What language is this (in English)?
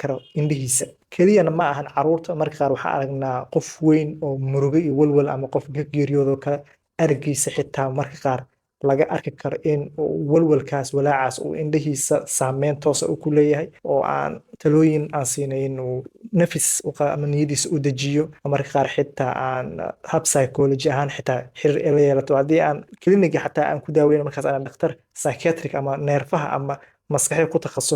Somali